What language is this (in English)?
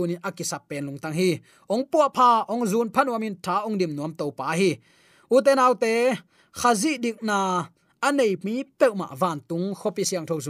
Tedim Chin